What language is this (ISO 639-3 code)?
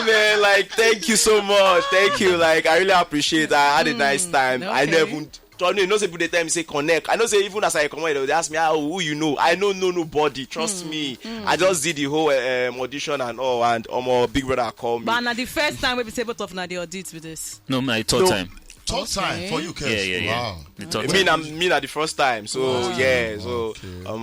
pcm